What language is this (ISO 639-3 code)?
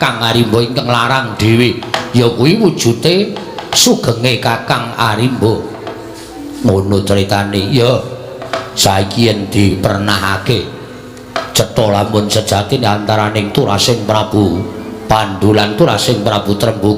jav